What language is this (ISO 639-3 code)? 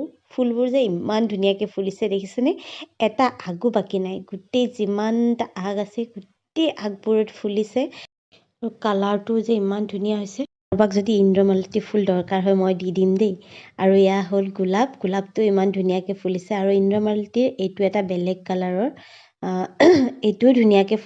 asm